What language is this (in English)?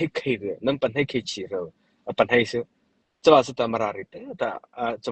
Mara Chin